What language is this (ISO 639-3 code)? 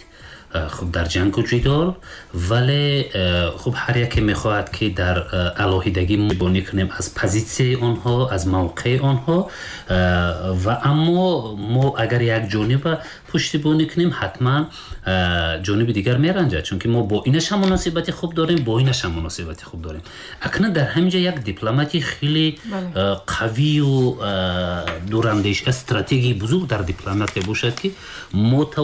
tgk